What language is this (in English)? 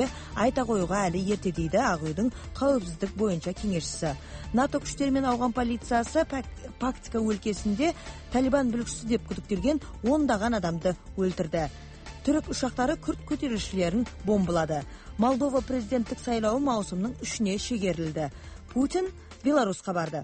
Kazakh